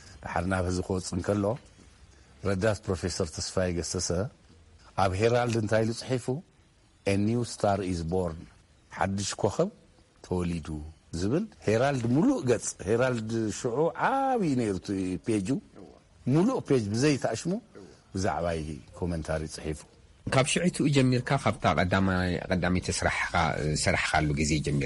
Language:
Tigrinya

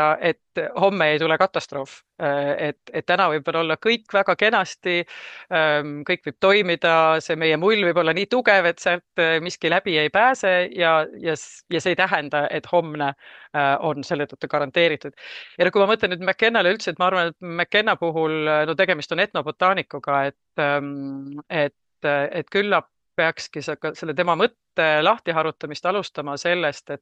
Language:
Estonian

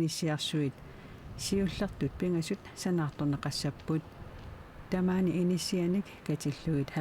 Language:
Kalaallisut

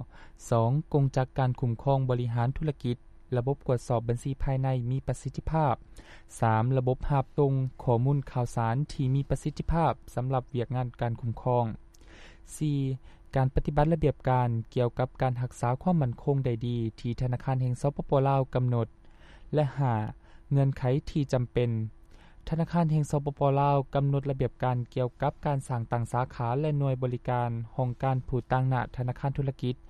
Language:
Lao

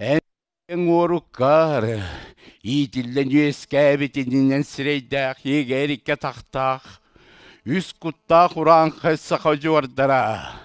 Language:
Yakut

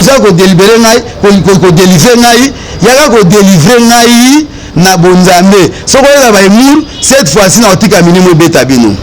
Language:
Lingala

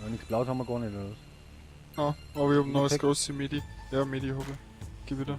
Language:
Bavarian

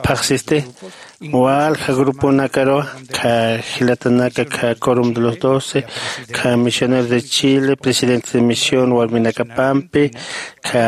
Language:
Aymara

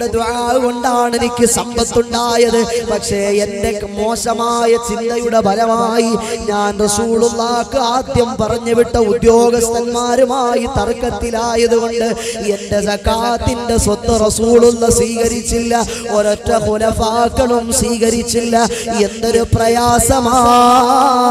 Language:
Malayalam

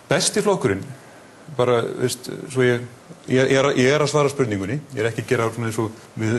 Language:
Icelandic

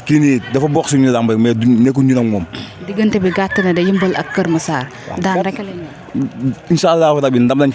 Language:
Wolof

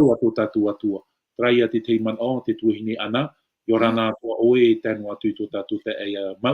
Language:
Tahitian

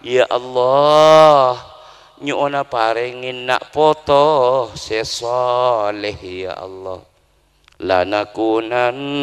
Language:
Madurese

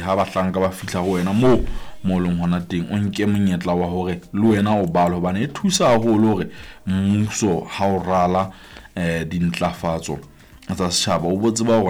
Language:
Southern Sotho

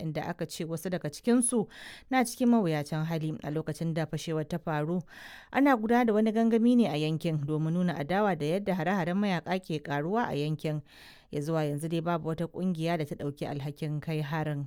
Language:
Hausa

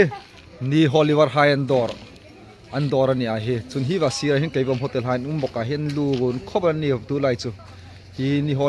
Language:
Hmar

